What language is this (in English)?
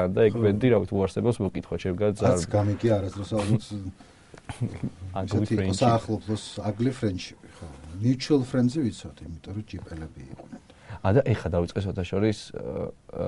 Georgian